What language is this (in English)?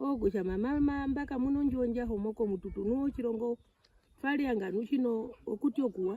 Herero